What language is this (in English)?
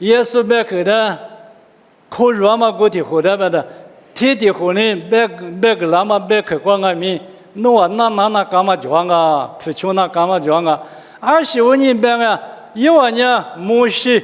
Lisu